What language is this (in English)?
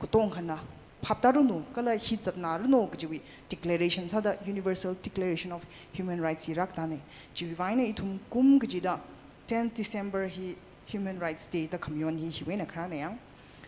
Tangkhul Naga (India)